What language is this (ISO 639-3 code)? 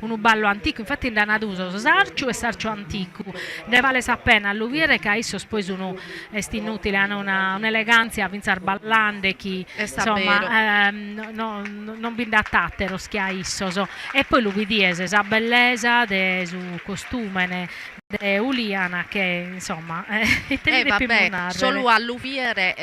srd